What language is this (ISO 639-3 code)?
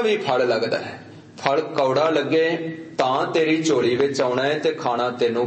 pan